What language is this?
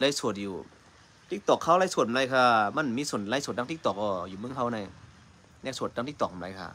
Shan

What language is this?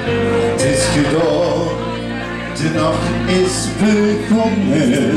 Limburgish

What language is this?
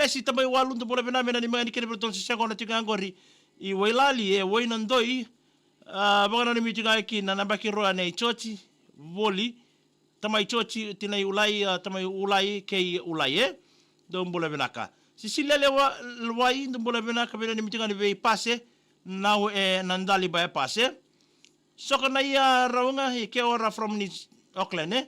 Fijian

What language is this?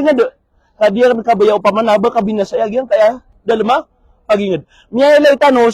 Maranao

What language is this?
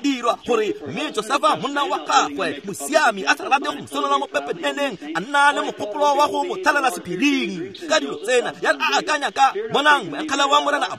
Tswana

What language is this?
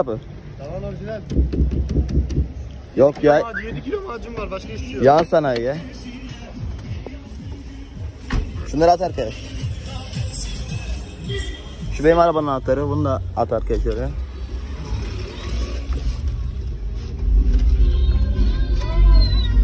Turkish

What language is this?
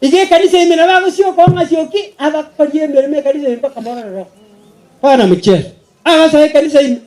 Gusii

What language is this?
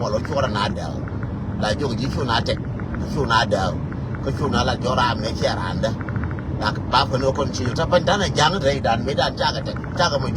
Nuer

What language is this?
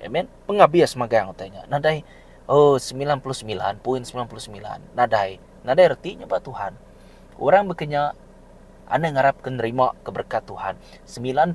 Iban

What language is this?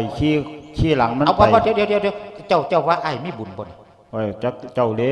Lao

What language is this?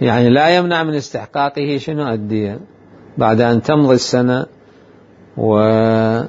Mesopotamian Arabic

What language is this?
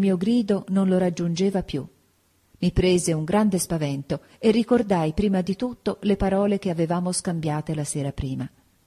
Italian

